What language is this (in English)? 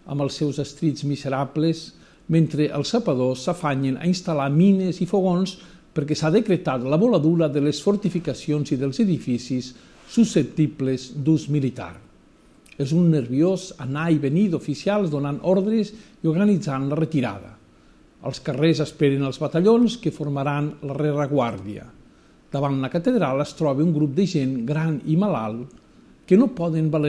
Catalan